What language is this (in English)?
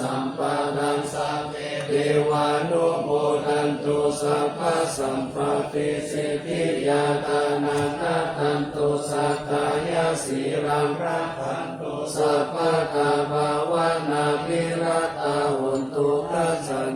Pali